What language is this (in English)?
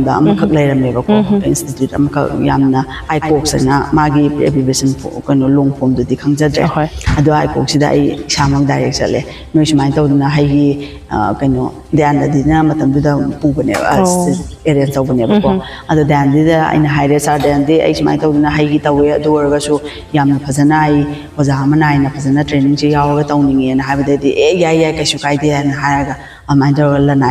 Manipuri